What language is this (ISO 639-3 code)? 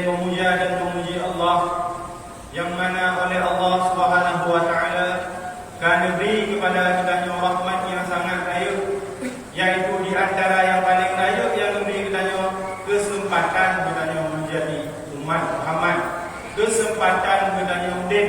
ace